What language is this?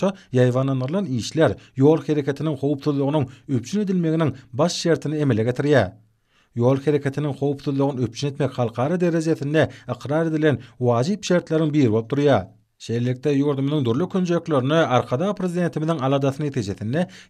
Turkmen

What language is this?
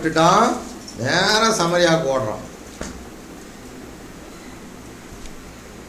Tamil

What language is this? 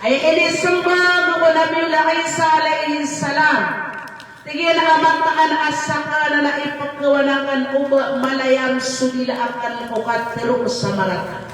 Maranao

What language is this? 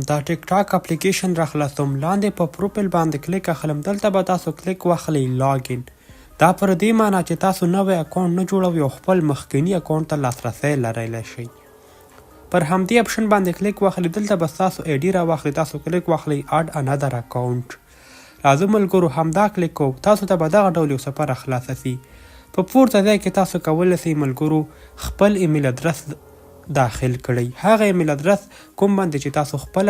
Pashto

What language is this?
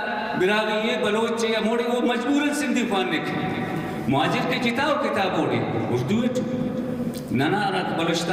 Brahui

